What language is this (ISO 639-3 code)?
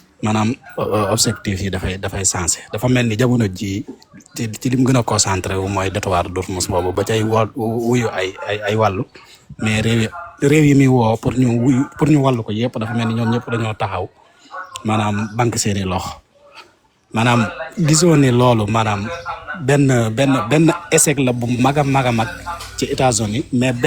wol